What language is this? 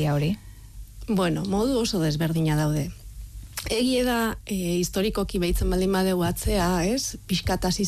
Basque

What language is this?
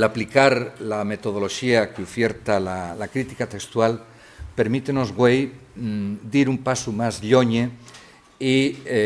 Asturian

